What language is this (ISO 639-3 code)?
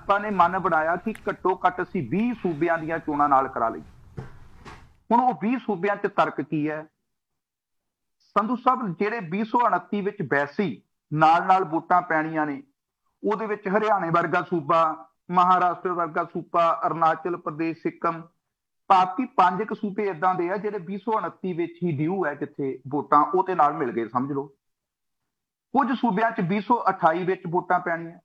pan